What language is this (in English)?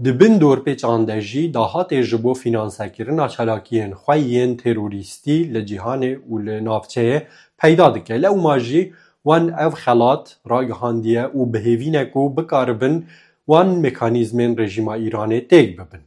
Kurdish